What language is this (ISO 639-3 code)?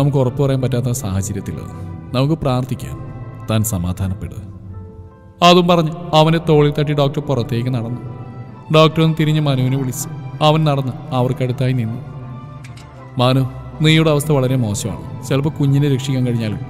mal